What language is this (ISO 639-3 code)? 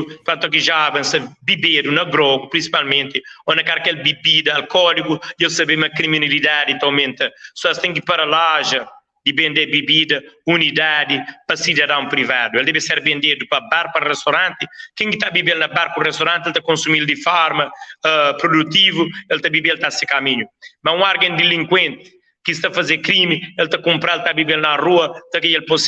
kea